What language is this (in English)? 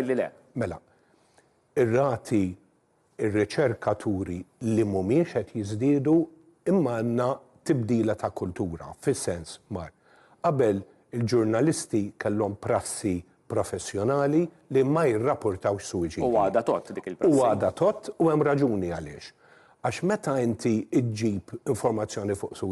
Maltese